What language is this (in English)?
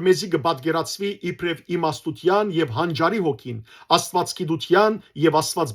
Western Armenian